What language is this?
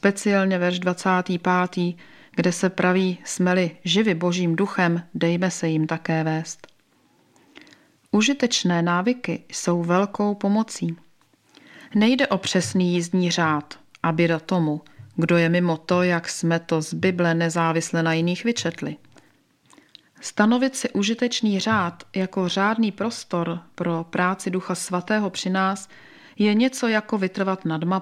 Czech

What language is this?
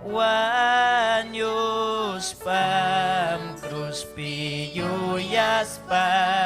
Ayacucho Quechua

